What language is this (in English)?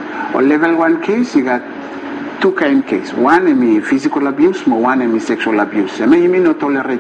Bislama